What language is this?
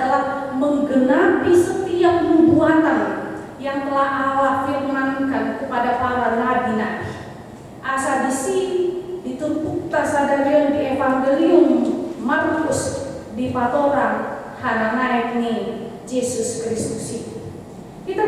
Batak Toba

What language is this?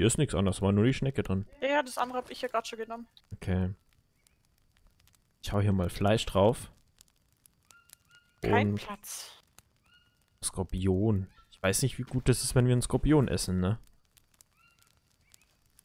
German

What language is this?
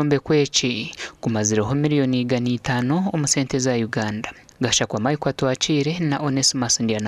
Nyankole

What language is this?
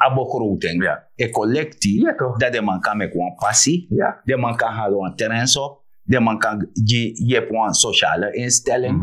Sranan Tongo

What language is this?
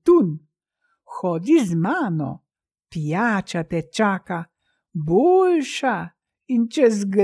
Slovenian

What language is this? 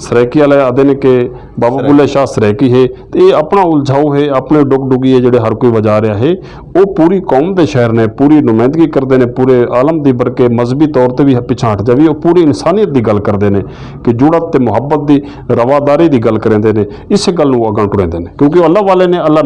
Western Panjabi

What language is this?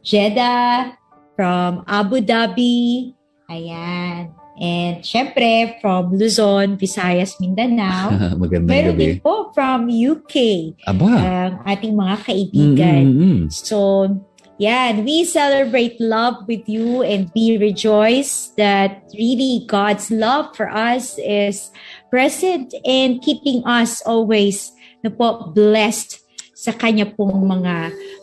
Filipino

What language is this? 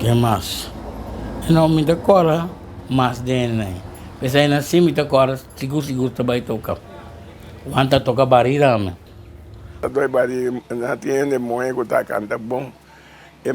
Papiamento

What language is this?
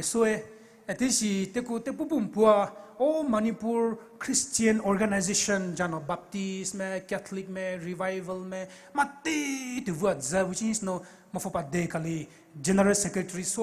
Poumei Naga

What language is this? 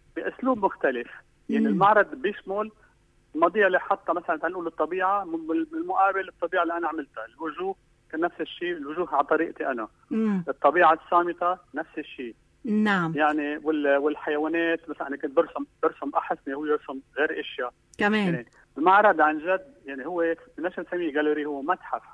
North Levantine Arabic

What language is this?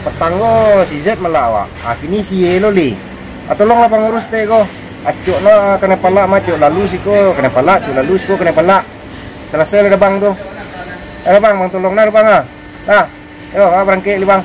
Minangkabau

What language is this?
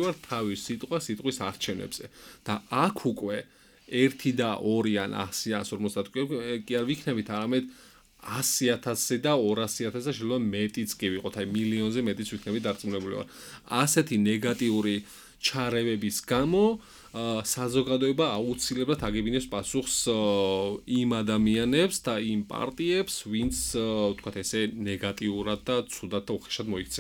Georgian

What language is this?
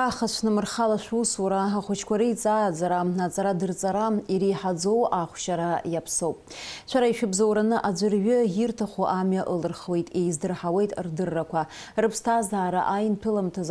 Abkhazian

